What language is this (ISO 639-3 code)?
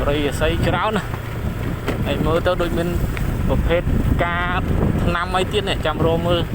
khm